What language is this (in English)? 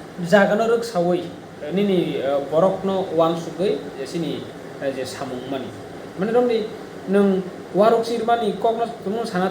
Kok Borok